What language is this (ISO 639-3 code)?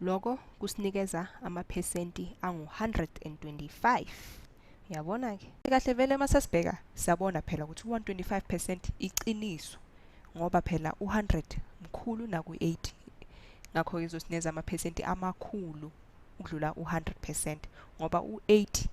zul